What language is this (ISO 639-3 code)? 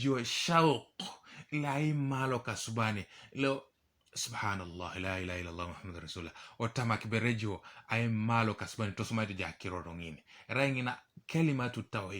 teo